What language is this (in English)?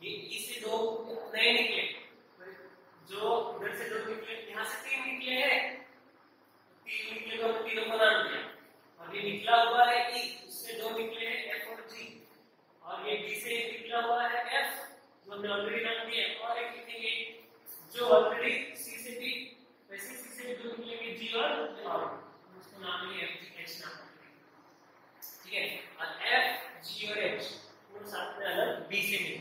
Hindi